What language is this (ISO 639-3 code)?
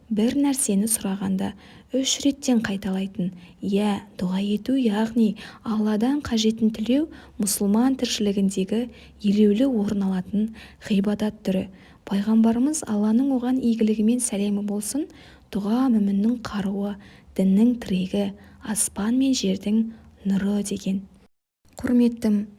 kaz